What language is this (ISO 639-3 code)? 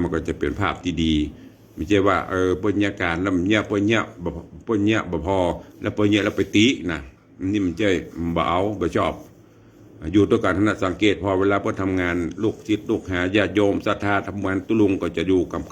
nod